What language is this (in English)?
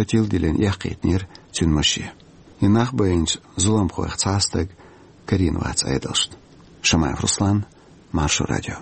Chechen